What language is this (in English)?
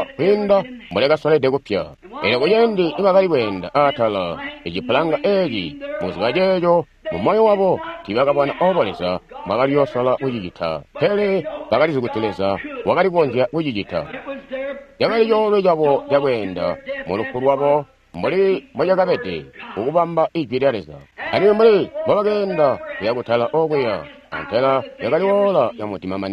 Tonga (Zambia)